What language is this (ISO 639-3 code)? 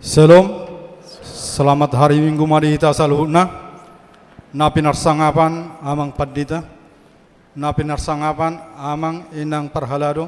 bbc